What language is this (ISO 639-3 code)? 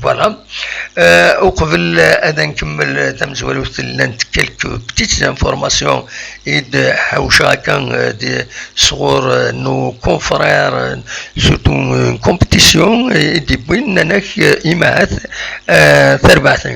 kab